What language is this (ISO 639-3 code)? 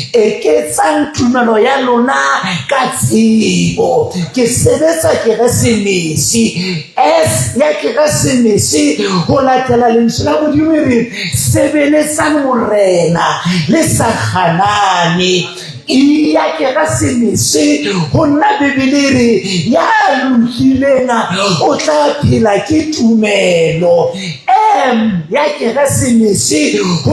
sot